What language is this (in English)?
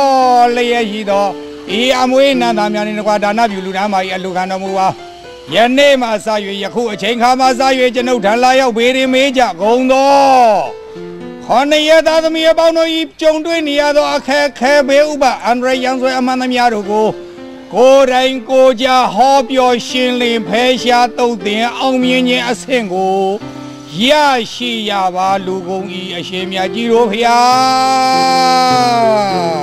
Burmese